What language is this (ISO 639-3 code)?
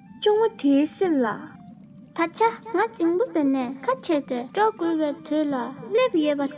bod